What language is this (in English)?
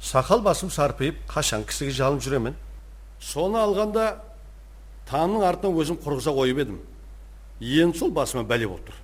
Kara-Kalpak